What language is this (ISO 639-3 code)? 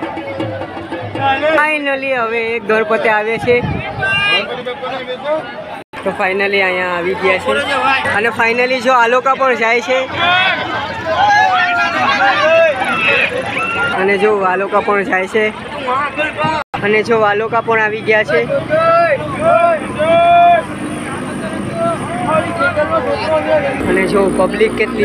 guj